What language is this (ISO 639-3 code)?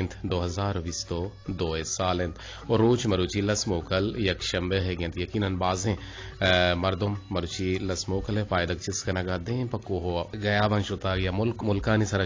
bgp